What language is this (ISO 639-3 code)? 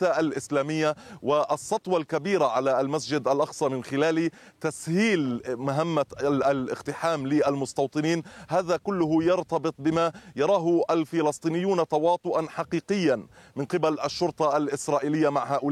ara